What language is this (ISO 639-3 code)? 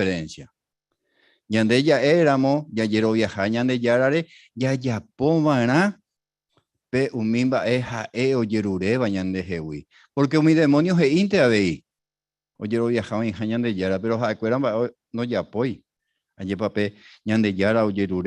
grn